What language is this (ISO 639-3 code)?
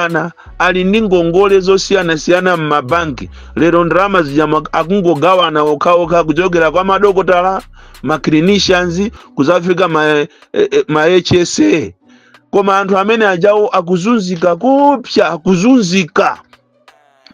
nya